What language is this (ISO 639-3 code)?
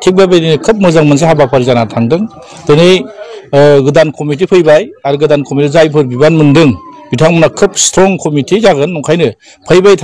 brx